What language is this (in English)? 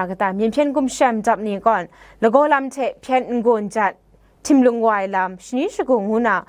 Kachin